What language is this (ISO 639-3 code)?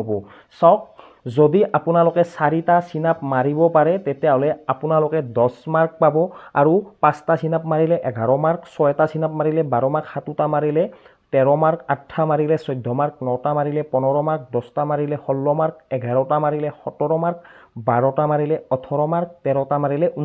asm